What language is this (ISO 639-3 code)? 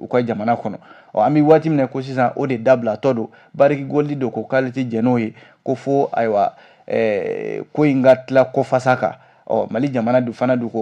bam